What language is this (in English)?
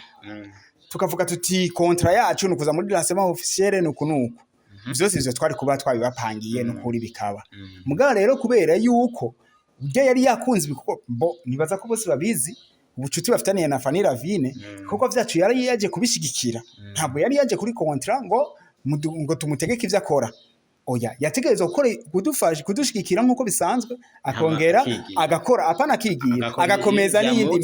Rundi